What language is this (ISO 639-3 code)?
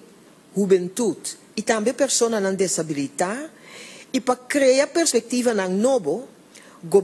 pap